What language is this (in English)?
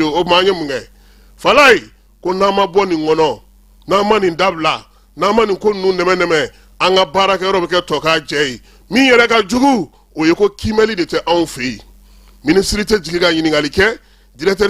Bambara